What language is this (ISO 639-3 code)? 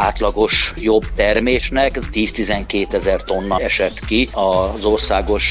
hun